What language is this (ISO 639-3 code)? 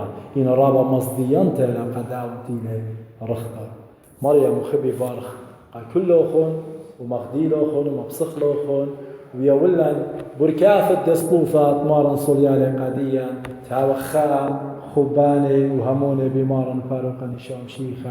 aii